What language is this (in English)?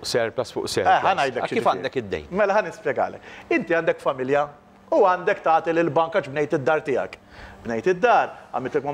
Maltese